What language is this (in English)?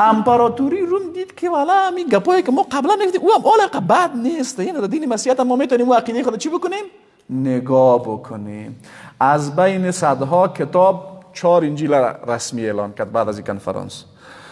Persian